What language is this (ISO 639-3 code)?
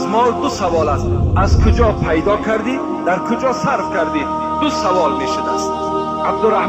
tgk